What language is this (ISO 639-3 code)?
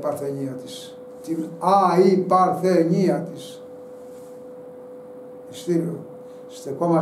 ell